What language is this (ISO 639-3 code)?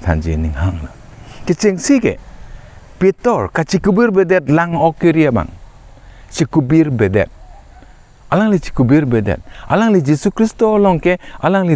mjw